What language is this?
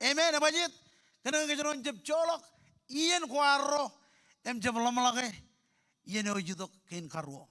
Marshallese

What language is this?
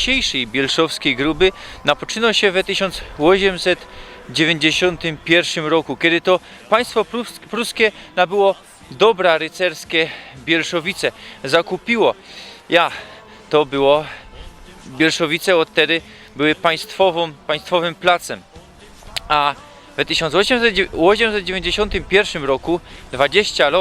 Silesian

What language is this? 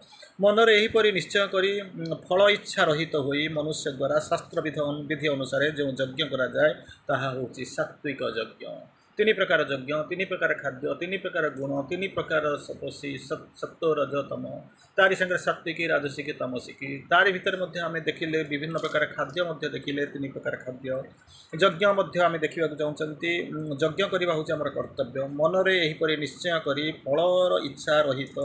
Odia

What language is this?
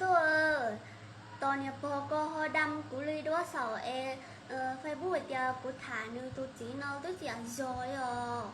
Hmong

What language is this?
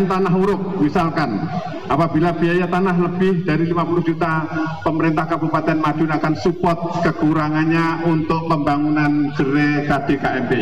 Indonesian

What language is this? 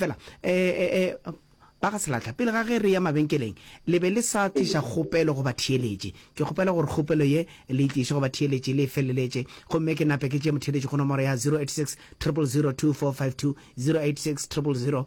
Northern Sotho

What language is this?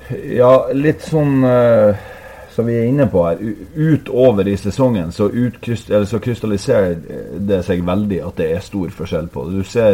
Norwegian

